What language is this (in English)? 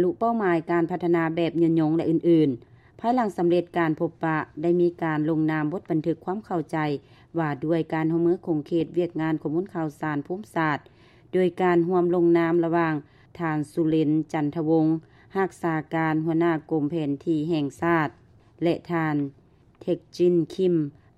Lao